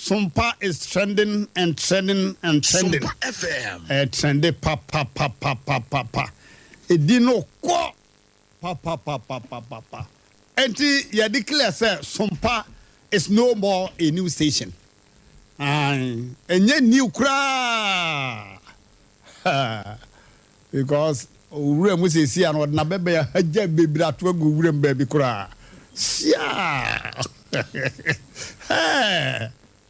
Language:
Akan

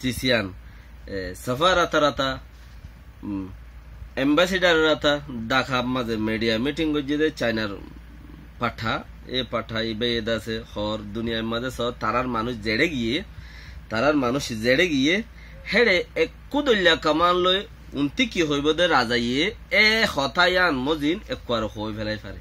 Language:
Rohingya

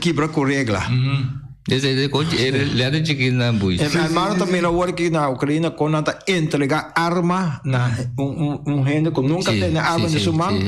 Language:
Papiamento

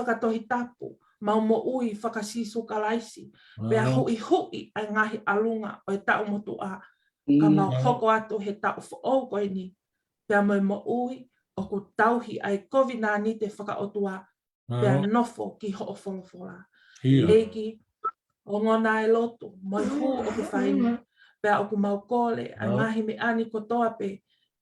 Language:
Tongan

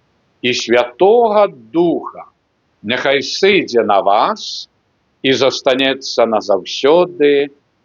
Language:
Belarusian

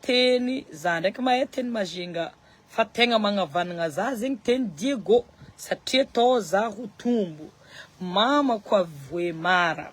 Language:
Malagasy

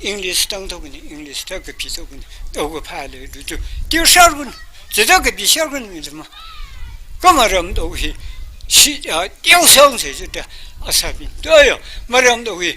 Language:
Tangkhul Naga (India)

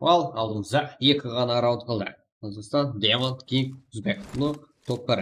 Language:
Kara-Kalpak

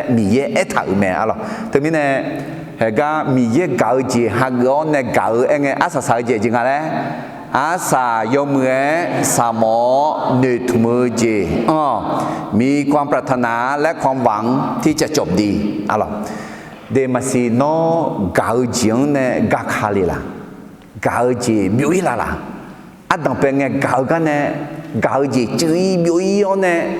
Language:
Akha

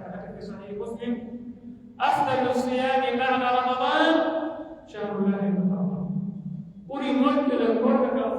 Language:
Pular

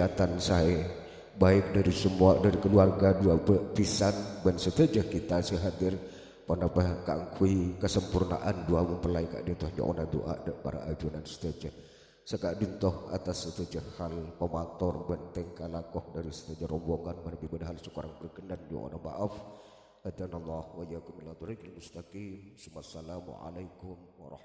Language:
Madurese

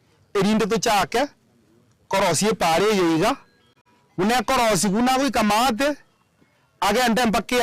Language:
Gusii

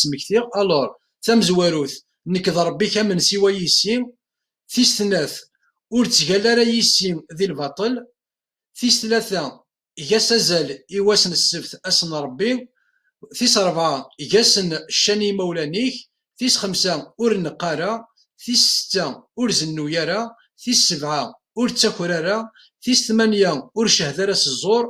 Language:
Kabyle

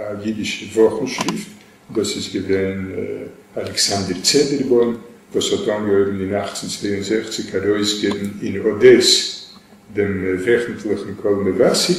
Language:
Yiddish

